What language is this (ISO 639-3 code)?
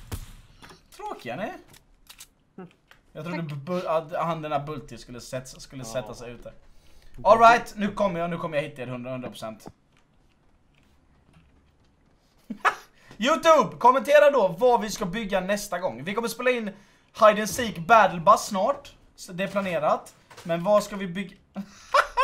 swe